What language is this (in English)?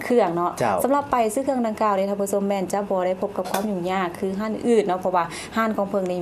Lao